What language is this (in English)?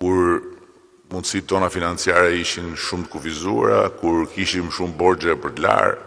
Albanian